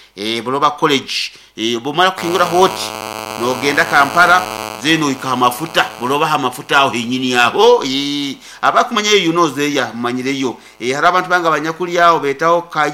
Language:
Nyankole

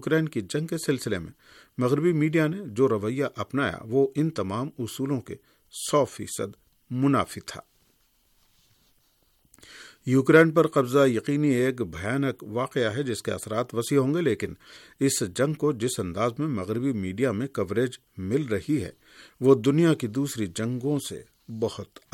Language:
Urdu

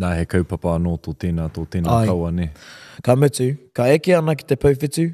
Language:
Māori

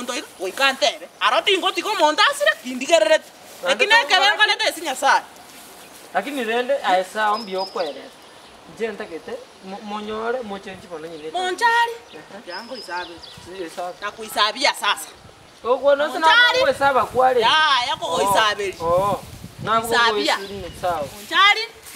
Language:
Gusii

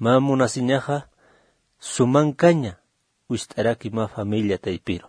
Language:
Aymara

